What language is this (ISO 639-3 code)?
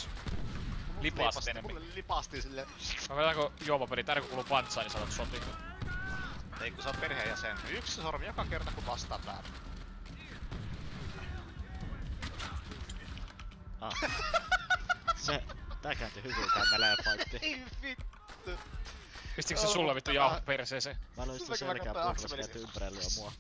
fin